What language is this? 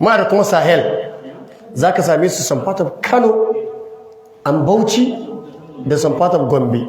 Hausa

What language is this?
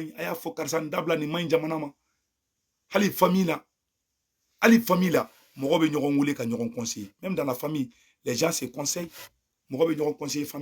Bambara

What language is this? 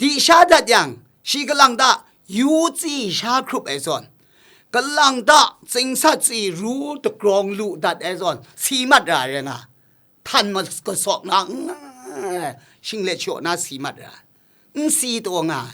Kachin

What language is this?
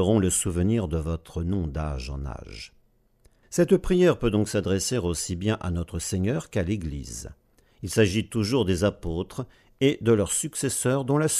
French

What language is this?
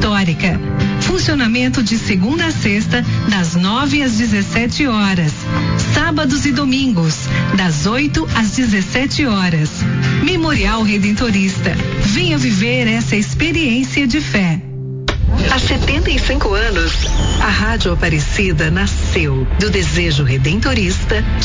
Portuguese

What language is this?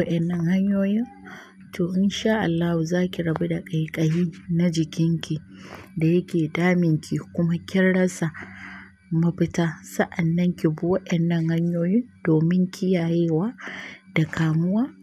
Hausa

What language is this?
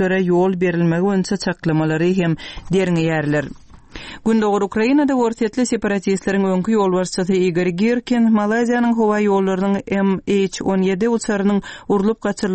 Turkmen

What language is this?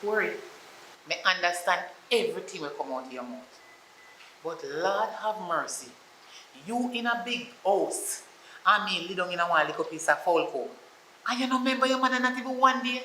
Jamaican Creole English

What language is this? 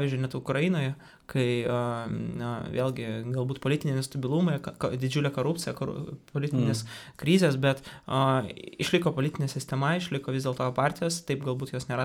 Lithuanian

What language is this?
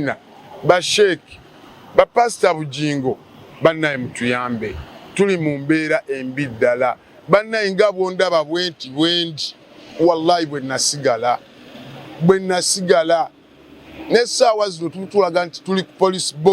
Ganda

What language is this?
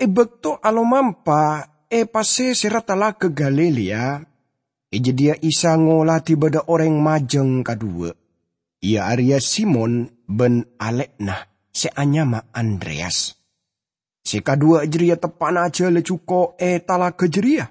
Madurese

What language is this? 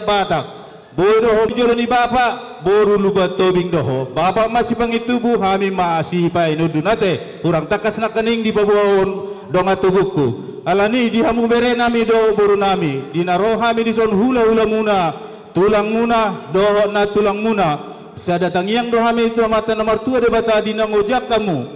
Batak Toba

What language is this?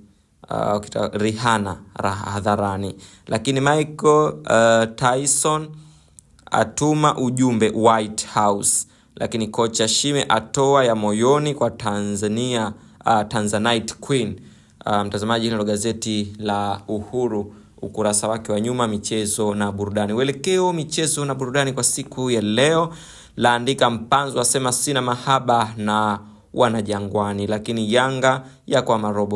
Swahili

